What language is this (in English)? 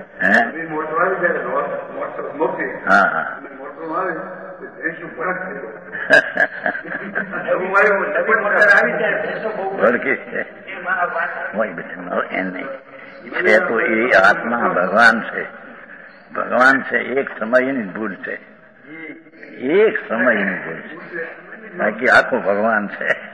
Gujarati